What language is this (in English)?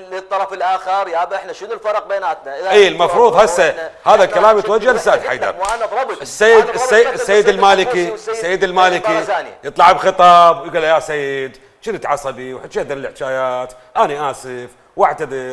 Mesopotamian Arabic